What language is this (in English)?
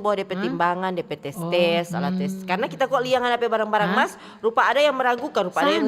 Manado Malay